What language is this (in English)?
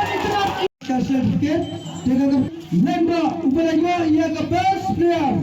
Khasi